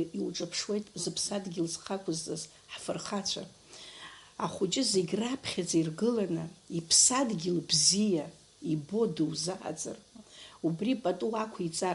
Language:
Abkhazian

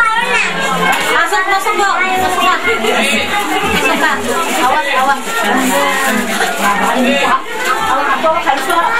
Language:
Indonesian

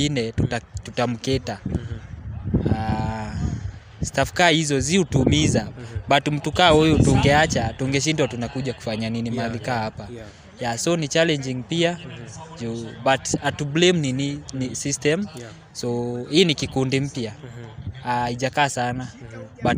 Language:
Kikuyu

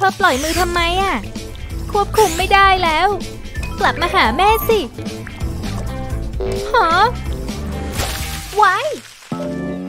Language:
Thai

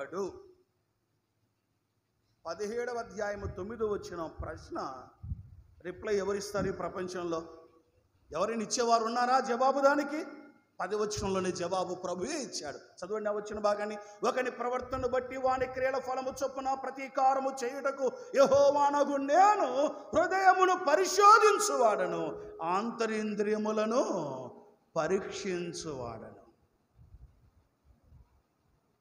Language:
Telugu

